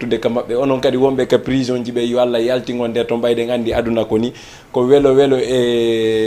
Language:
Fula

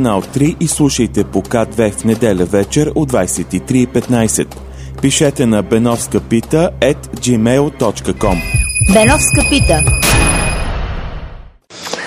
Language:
Bulgarian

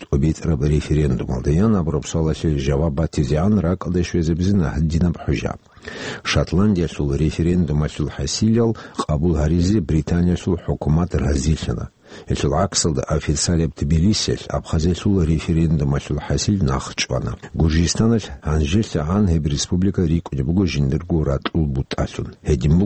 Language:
Avaric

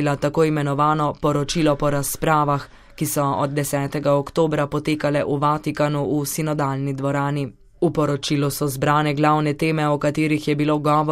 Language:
Slovenian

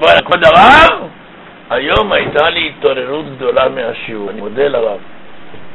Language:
Hebrew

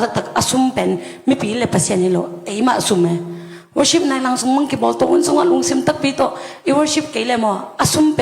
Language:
Tedim Chin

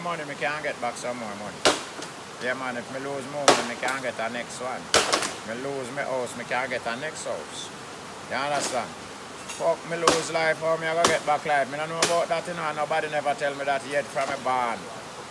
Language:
Jamaican Creole English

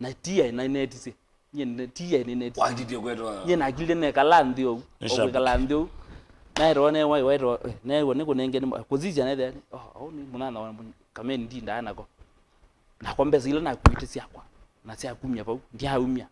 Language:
Kamba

